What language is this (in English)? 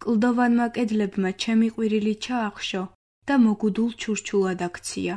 Georgian